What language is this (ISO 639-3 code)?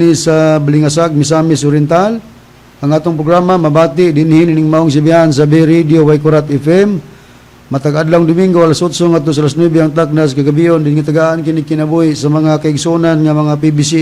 ceb